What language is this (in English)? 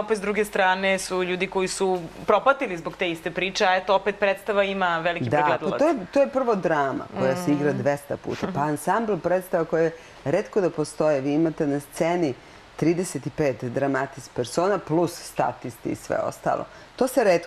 Serbian